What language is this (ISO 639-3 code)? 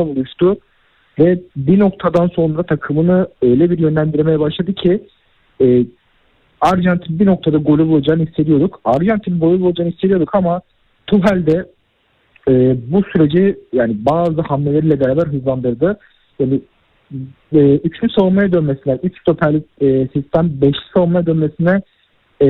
tur